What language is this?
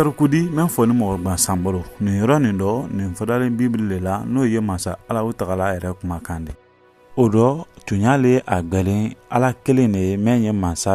Mandingo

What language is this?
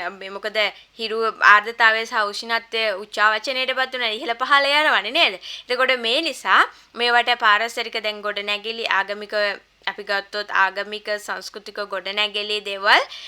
Sinhala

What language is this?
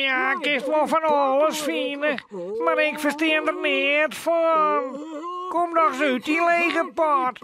Western Frisian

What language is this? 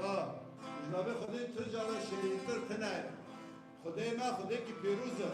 Kurdish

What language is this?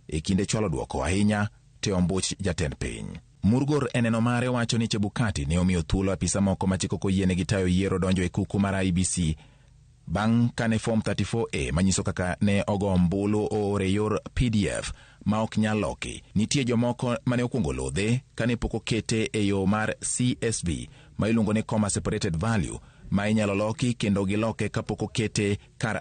Luo (Kenya and Tanzania)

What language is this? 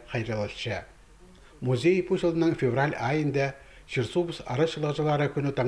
Khakas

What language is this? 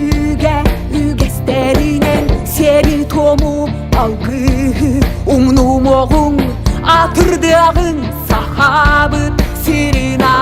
Yakut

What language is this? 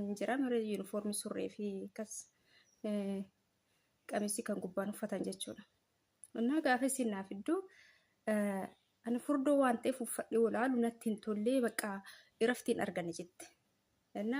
Oromo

